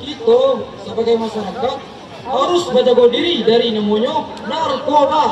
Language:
Minangkabau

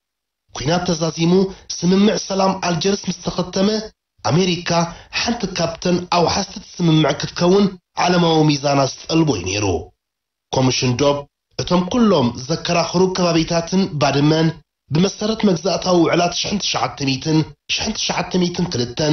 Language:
Tigrinya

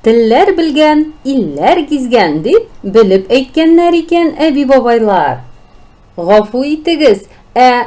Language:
Tatar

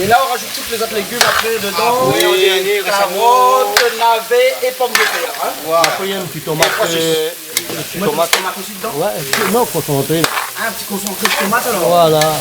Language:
Réunion Creole French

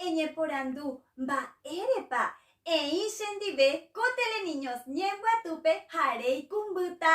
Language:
Guarani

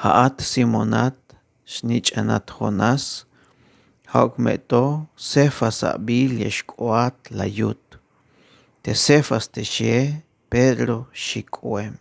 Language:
Tzeltal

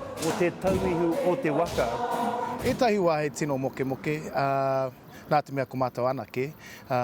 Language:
Māori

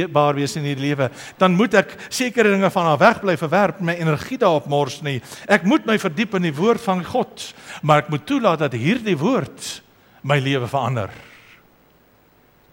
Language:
Afrikaans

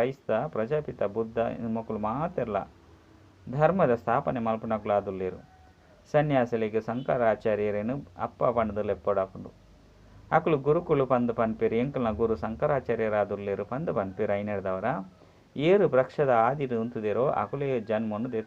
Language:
Tulu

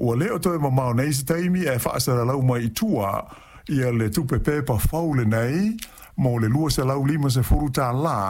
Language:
Samoan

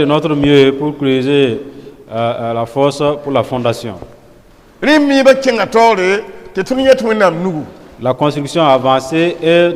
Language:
Mossi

